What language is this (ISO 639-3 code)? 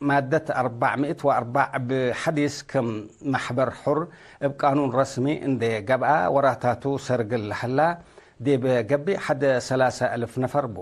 tig